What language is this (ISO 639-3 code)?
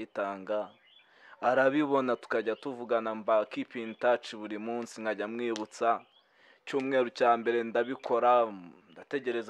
kin